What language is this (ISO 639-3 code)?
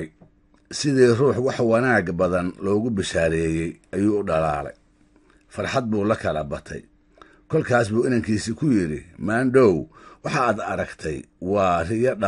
som